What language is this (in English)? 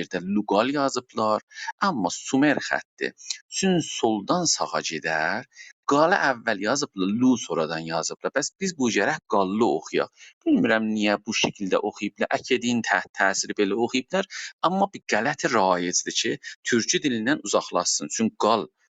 South Azerbaijani